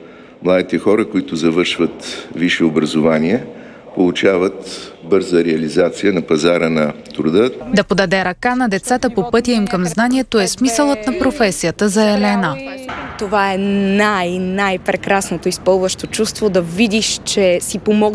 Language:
Bulgarian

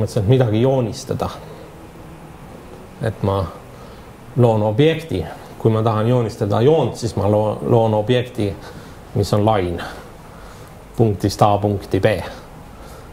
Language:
Estonian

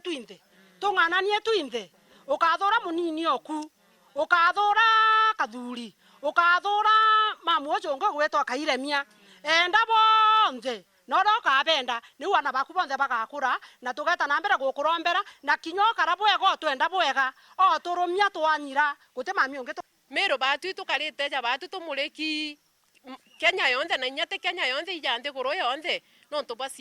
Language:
Meru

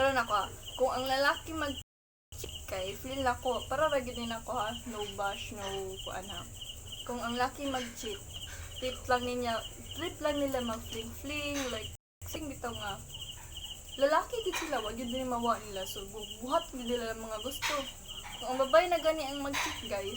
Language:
Cebuano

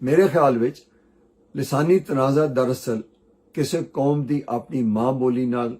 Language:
Western Panjabi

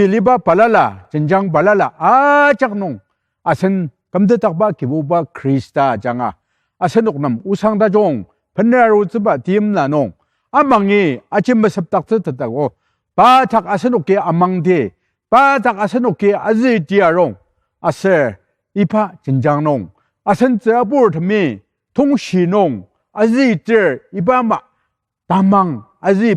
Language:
Ao Naga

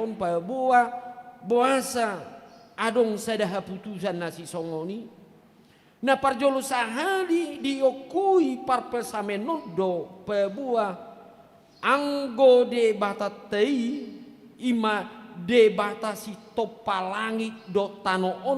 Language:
Batak Toba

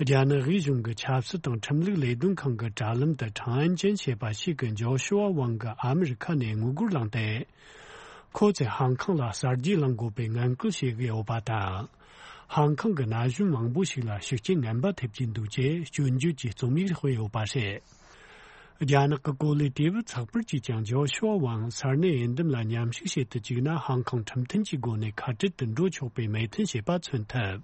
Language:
Tibetan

